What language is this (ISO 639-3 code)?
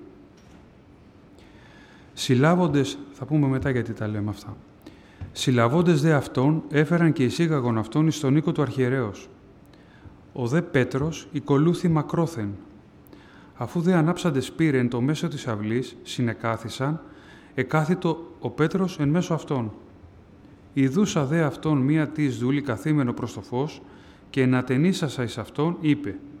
ell